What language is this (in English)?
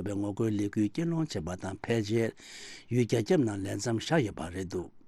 Tibetan